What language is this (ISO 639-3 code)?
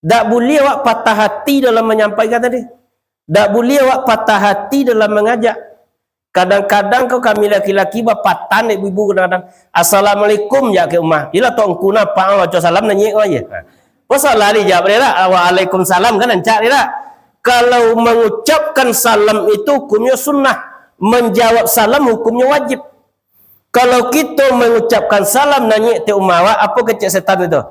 min